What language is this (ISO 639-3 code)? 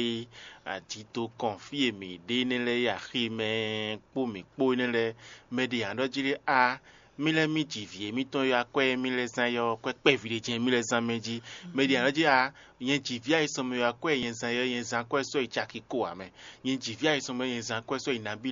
fon